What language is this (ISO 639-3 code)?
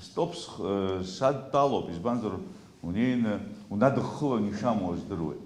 abk